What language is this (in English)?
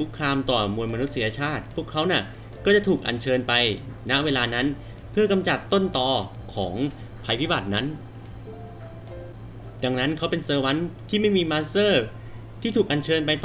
Thai